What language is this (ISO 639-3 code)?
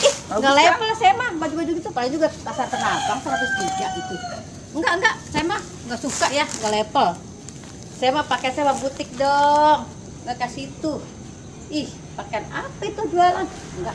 bew